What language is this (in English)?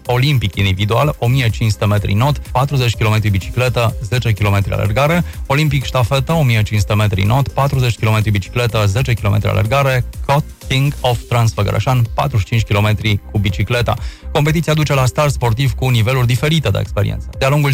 Romanian